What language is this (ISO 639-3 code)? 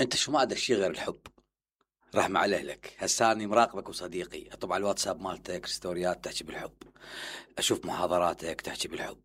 acm